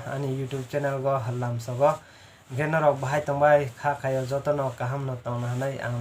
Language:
Kok Borok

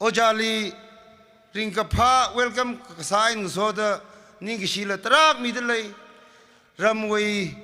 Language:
Tangkhul Naga (India)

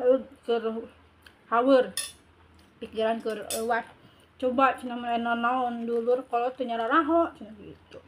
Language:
Sundanese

